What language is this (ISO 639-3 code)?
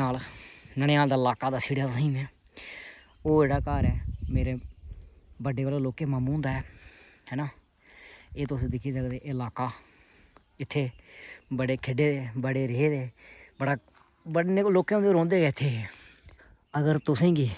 doi